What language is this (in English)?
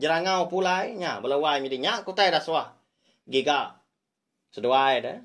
Iban